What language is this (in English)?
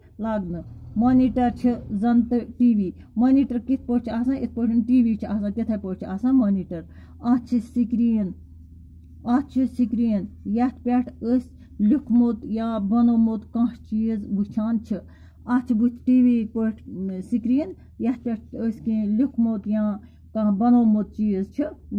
Kashmiri